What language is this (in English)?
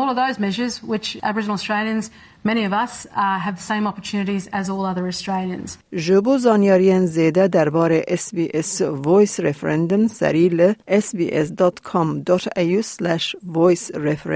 Kurdish